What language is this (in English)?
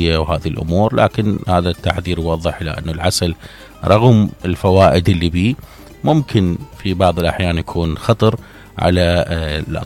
Mesopotamian Arabic